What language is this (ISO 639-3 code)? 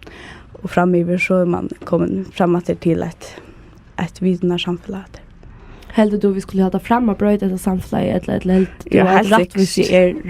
fao